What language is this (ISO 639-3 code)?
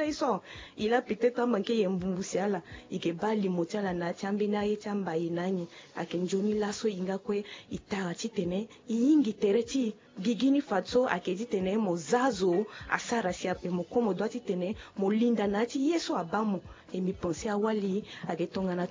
sag